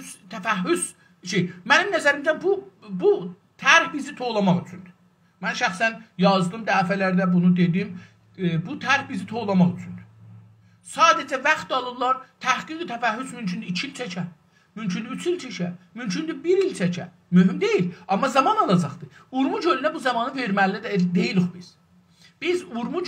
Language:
South Azerbaijani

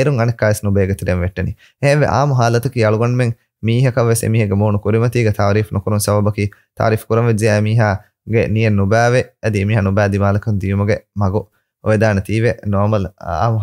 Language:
Divehi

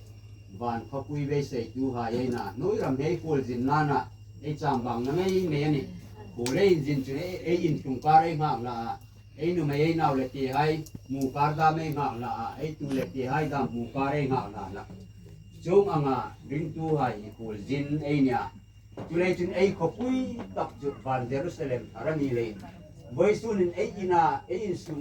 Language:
Hmar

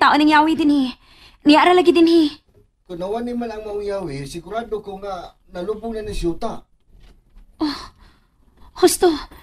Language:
Cebuano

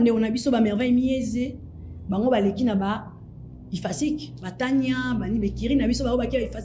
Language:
Lingala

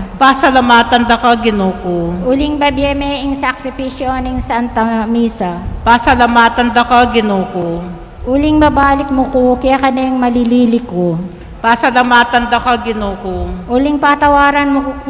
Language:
Pampanga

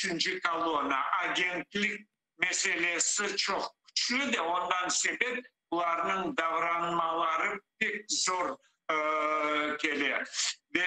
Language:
Crimean Tatar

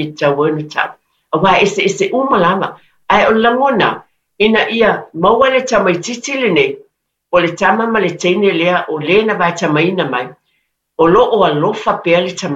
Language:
Samoan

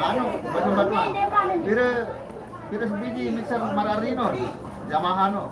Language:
Sasak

